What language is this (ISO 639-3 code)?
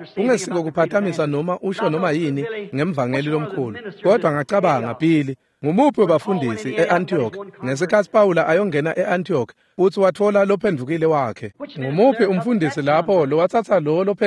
ssw